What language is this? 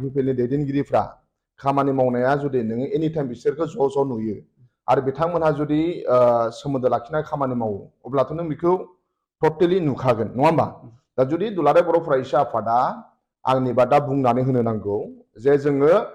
Bodo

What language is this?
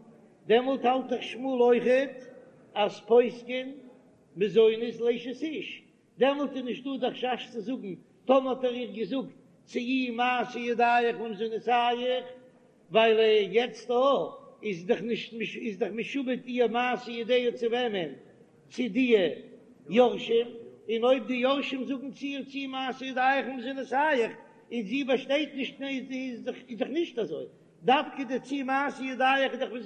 Yiddish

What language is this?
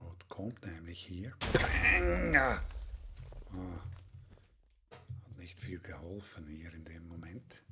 Swiss German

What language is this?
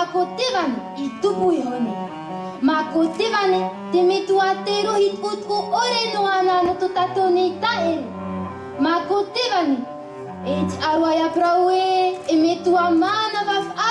Tahitian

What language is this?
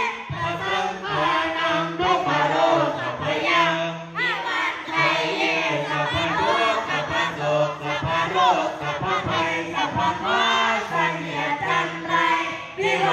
Pali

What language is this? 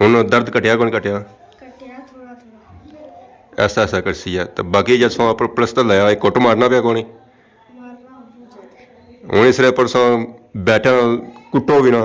Pahari-Potwari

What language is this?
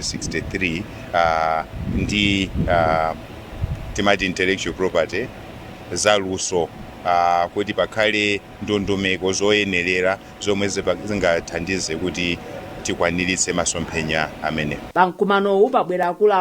Nyanja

